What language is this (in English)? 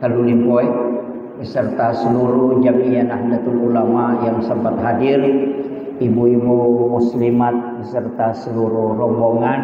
Buginese